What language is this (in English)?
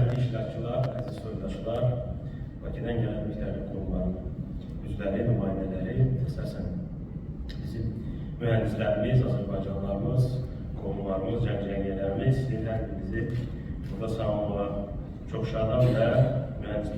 Azerbaijani